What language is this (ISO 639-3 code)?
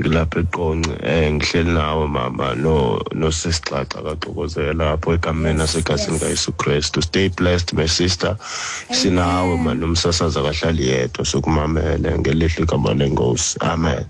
xho